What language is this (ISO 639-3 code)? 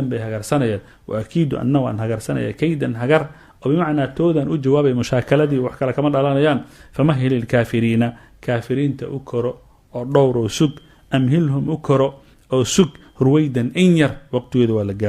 som